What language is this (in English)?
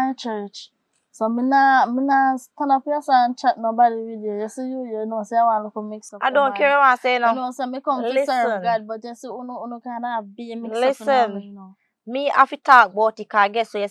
Jamaican Creole English